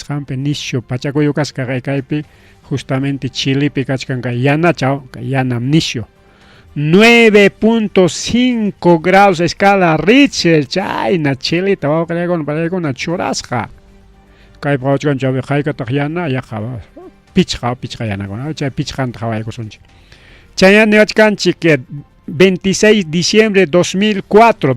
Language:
Ayacucho Quechua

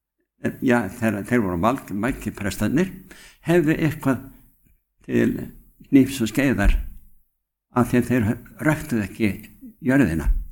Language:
Icelandic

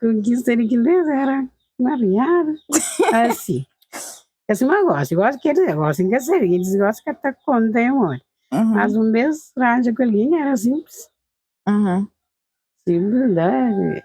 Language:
Kabuverdianu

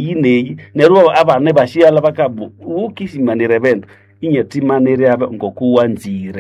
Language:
Nande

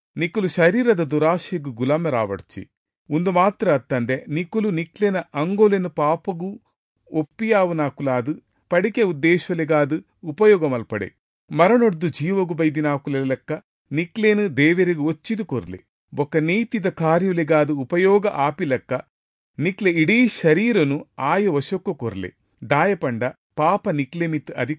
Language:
Tulu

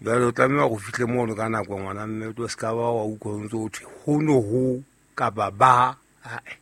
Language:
Southern Sotho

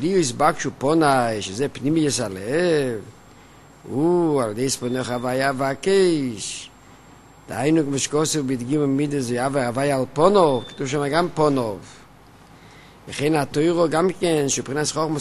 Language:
Hebrew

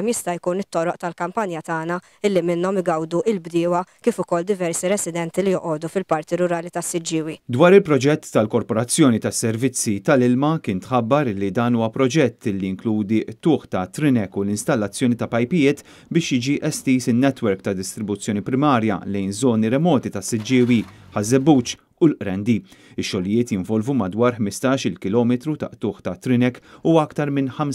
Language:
Maltese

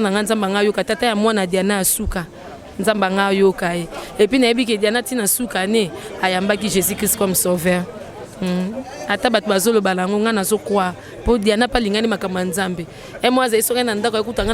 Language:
Lingala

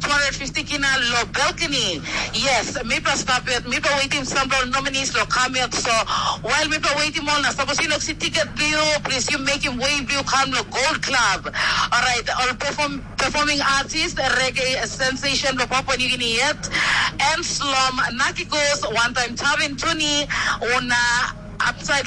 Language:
Tok Pisin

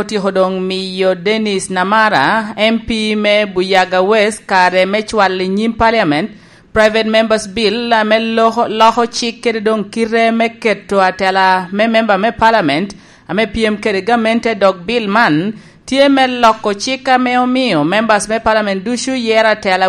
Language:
Lango (Uganda)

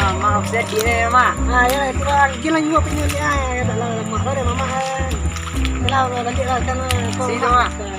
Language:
Minangkabau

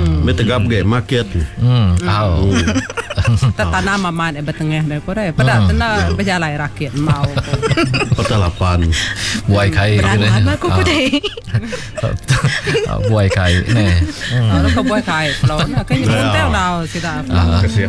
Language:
Iban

